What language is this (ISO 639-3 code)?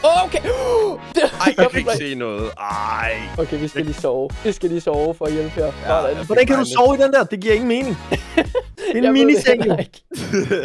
dan